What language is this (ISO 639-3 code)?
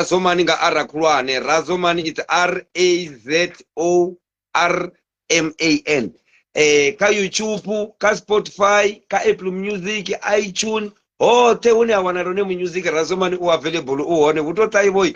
ven